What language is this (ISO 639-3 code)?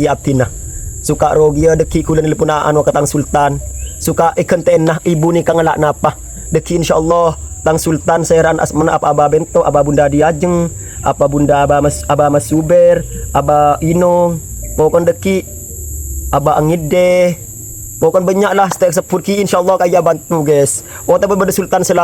mad